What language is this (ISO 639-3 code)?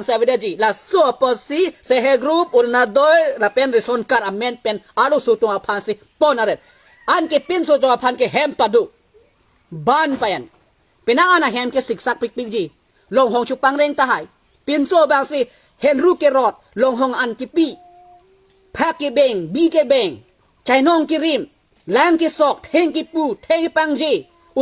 mjw